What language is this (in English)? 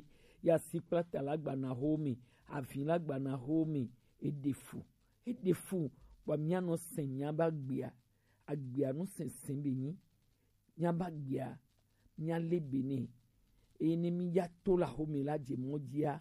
Gen